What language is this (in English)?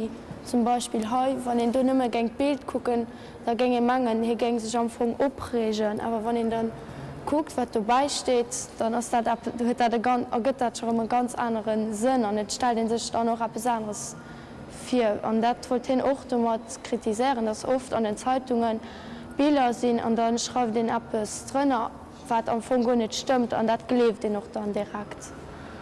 Luxembourgish